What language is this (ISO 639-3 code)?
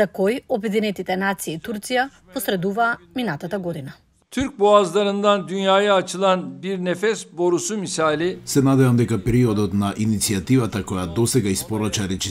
mkd